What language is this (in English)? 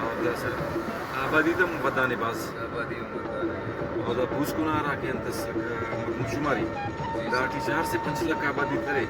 Brahui